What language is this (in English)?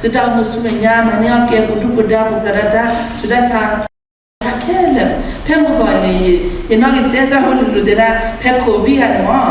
S'gaw Karen